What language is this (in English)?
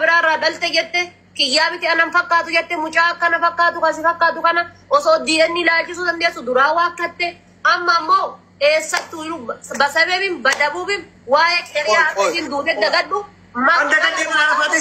Oromo